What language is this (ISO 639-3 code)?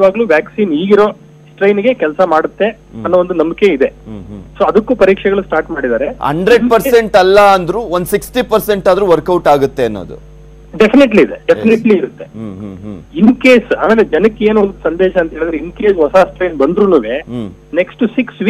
kan